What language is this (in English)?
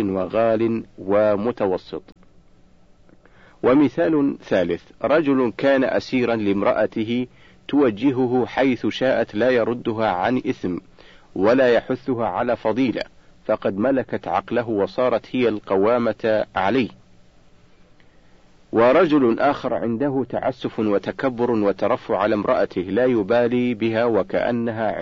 Arabic